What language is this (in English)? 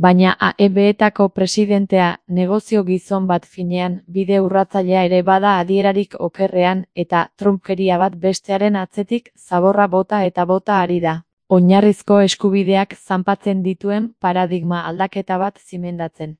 Basque